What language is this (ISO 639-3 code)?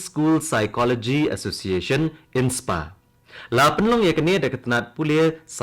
kha